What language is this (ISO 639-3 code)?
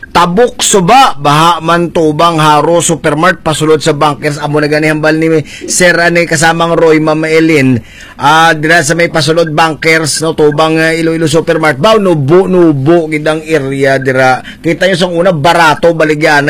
hil